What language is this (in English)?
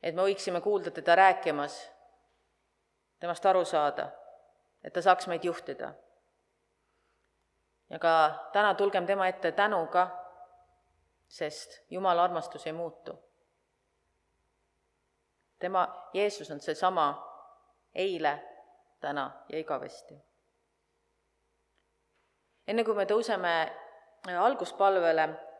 Estonian